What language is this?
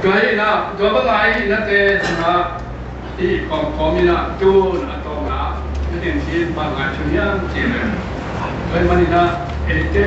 Tedim Chin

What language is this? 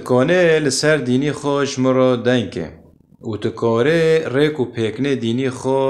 Kurdish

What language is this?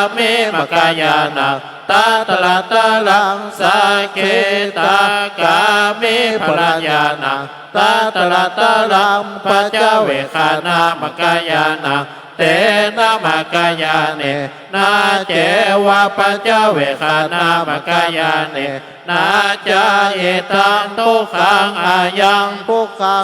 Pali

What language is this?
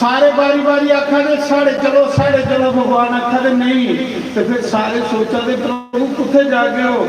Dogri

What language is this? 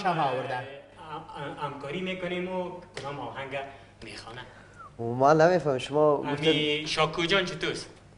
Persian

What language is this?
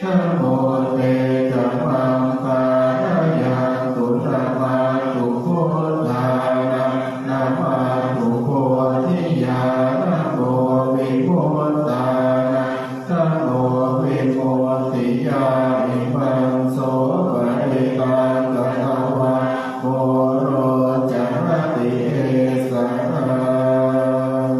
Pali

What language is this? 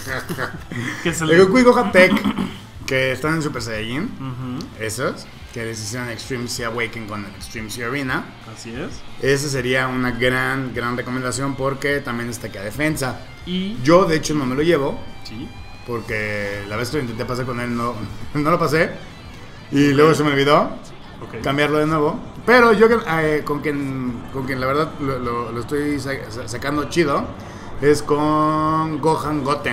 Spanish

